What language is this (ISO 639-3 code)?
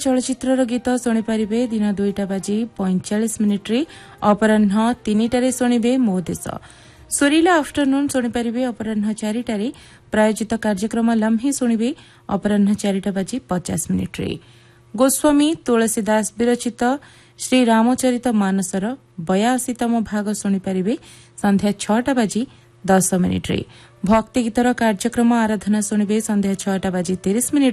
ori